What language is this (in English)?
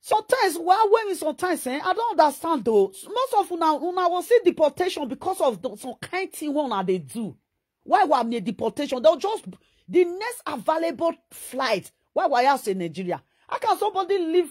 Nigerian Pidgin